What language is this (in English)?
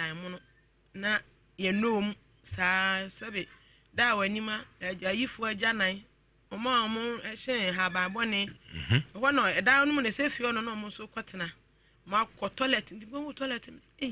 Akan